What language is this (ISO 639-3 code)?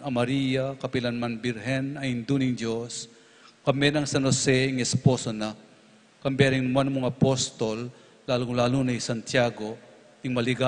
pam